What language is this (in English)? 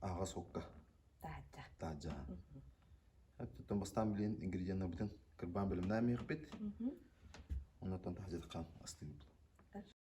Yakut